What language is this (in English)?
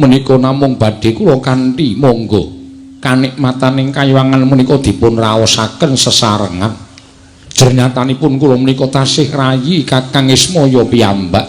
Javanese